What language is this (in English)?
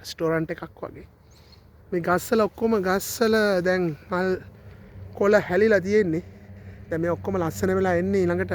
Sinhala